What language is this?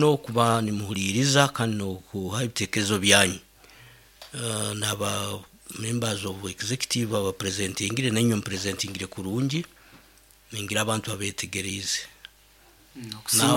Nyoro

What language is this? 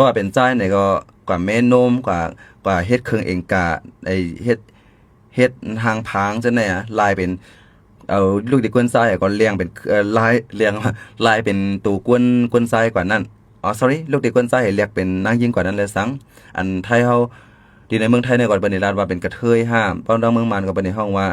Shan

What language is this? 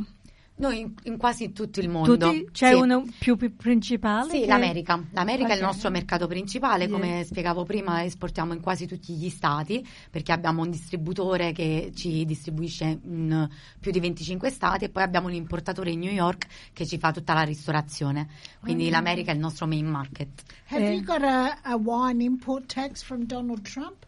Italian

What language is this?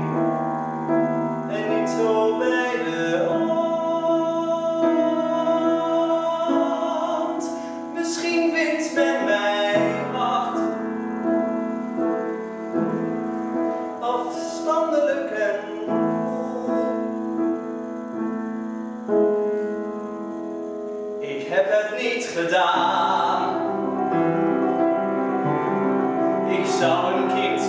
Dutch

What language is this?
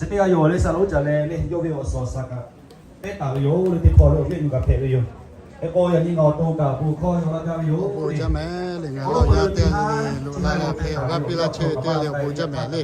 Lahu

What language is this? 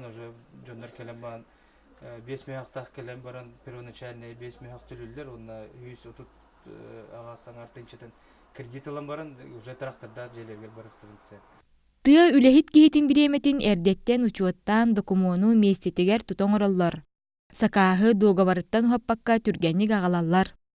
Yakut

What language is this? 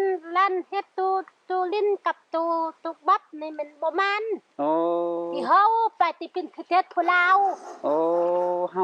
Lao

